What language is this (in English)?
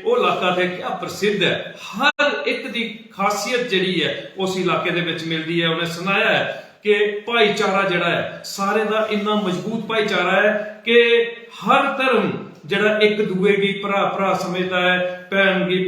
Dogri